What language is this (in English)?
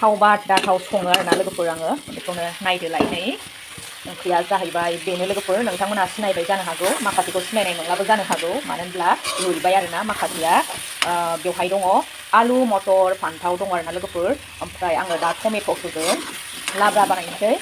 Bodo